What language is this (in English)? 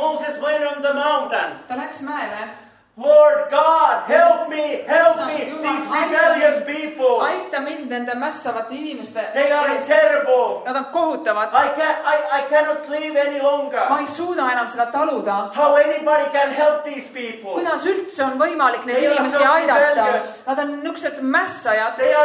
Estonian